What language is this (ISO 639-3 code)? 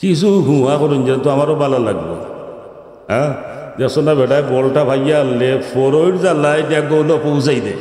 syl